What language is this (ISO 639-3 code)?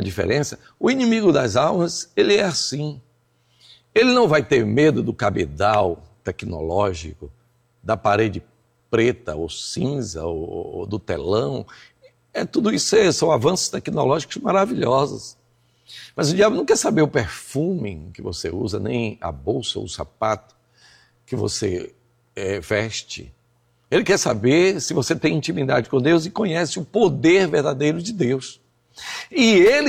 por